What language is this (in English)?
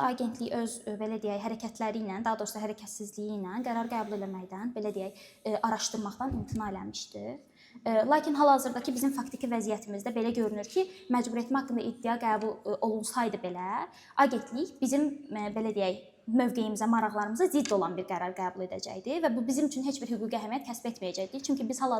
Azerbaijani